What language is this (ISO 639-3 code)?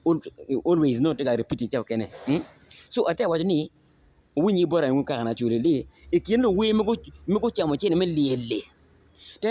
ach